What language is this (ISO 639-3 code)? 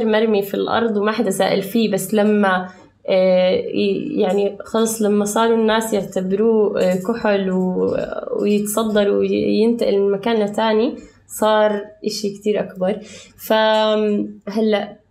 apc